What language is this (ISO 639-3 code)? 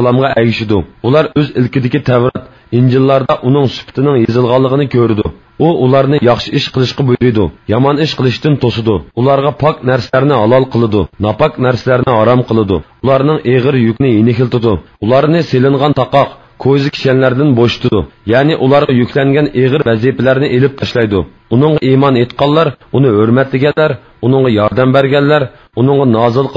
uig